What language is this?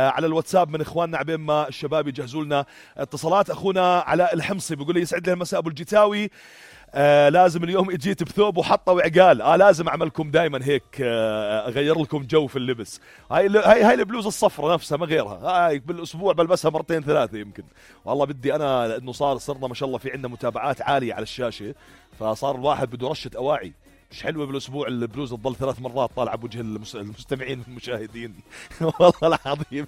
North Levantine Arabic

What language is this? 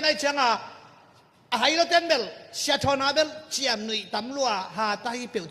Tedim Chin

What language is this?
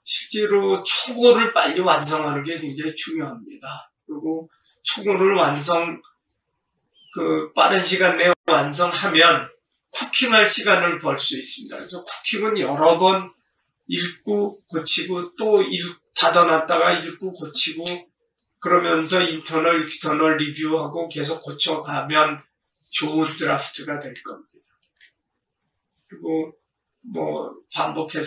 Korean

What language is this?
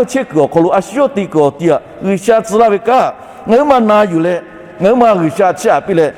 Lahu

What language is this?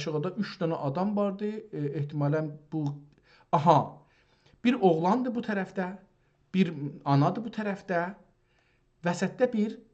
South Azerbaijani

